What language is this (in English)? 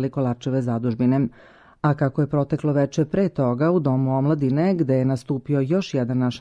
Serbian